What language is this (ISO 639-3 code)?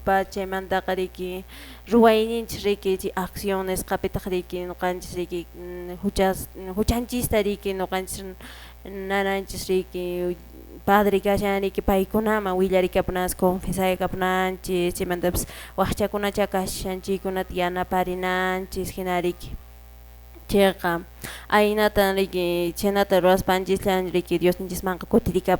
que